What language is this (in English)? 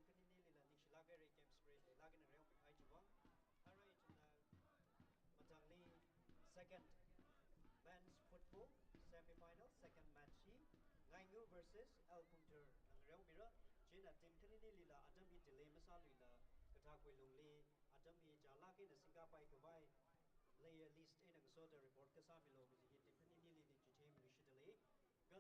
Tangkhul Naga (India)